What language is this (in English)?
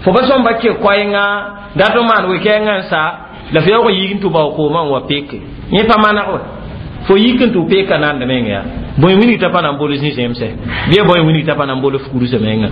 Mossi